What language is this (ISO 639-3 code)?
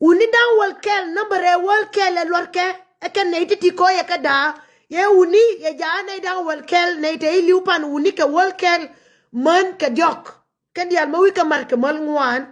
nus